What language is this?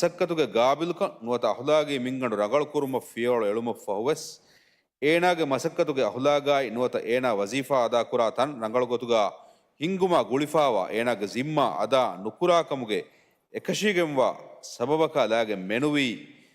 Divehi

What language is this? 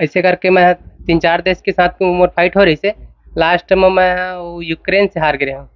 Chhattisgarhi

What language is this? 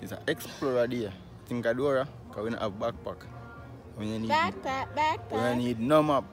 Jamaican Creole English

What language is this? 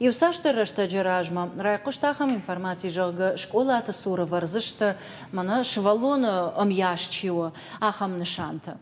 Ossetic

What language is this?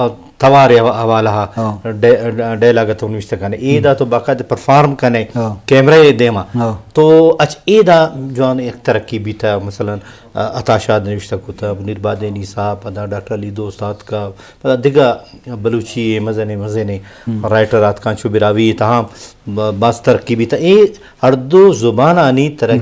Eastern Balochi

